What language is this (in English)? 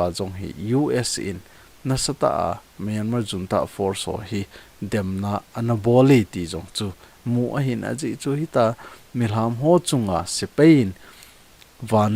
Thado Chin